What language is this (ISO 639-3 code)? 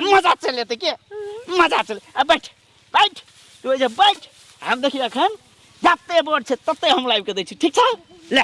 mai